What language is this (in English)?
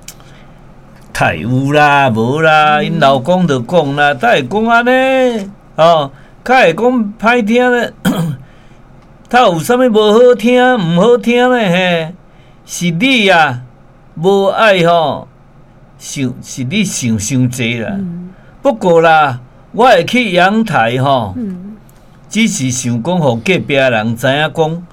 Min Nan Chinese